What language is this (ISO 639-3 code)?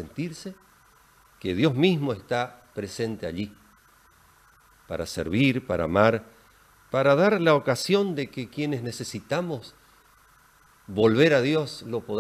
spa